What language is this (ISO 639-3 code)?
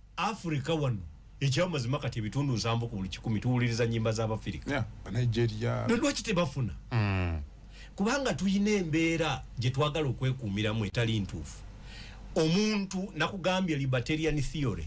lug